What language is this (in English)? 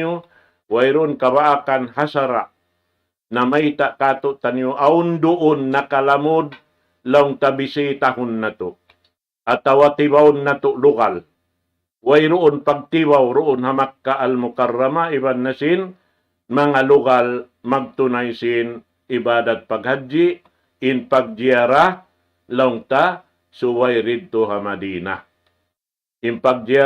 Tausug